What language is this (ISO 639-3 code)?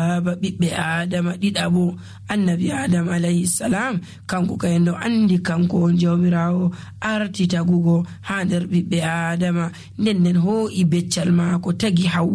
fuv